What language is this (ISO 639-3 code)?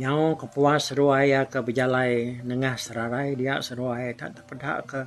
iba